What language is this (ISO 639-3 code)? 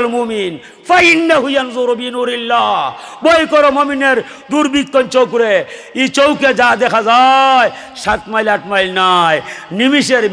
syl